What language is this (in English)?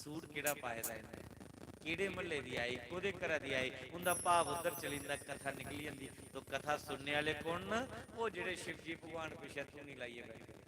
Dogri